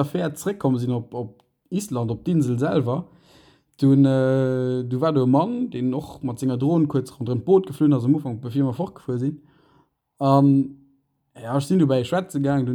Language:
Luxembourgish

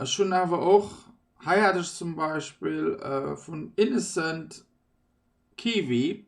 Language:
Luxembourgish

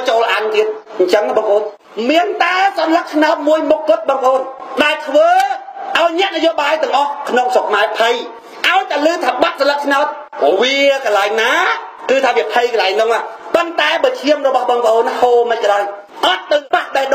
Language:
Khmer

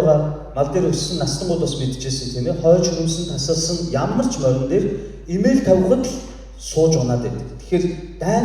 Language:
Mongolian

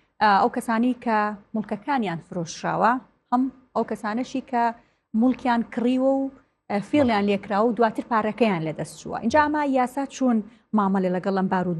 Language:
Central Kurdish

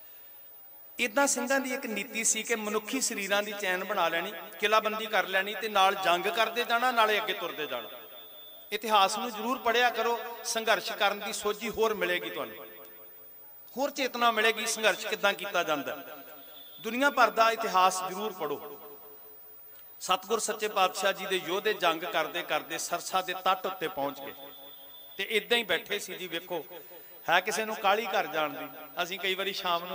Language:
Punjabi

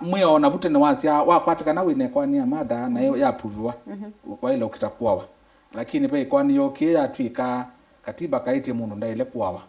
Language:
Kamba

